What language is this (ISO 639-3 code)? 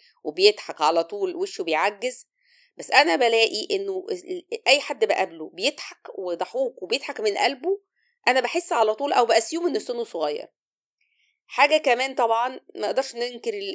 arz